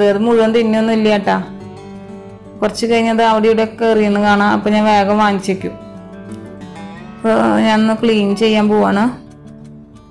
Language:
Malayalam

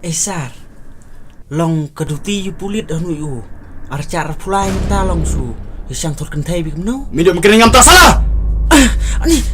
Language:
Khasi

